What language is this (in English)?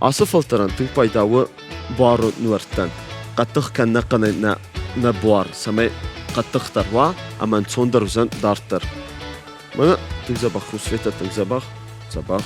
Ossetic